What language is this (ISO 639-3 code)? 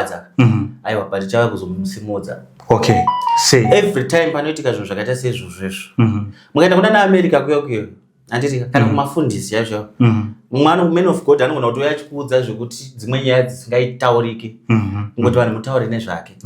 sna